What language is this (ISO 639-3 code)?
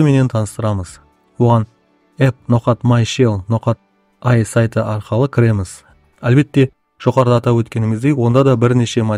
kaa